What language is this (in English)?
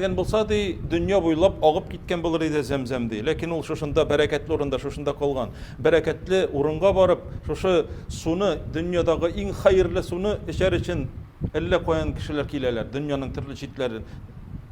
Tatar